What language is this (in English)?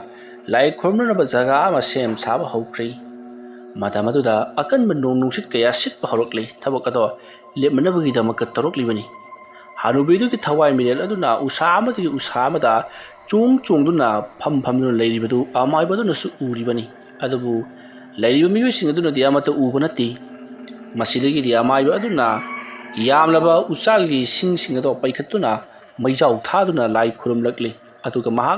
Manipuri